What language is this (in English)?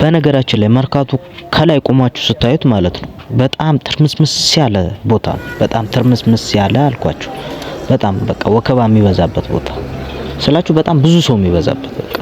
Amharic